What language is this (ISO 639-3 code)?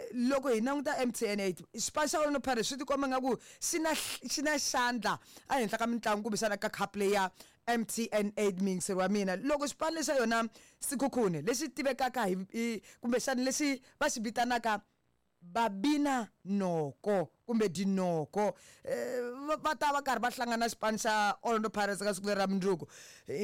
tso